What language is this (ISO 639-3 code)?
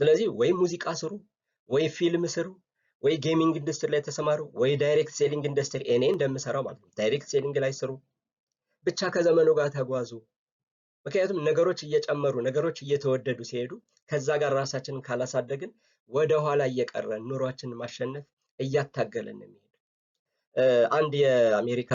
amh